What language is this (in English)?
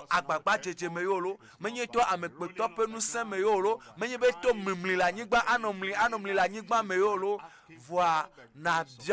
Ewe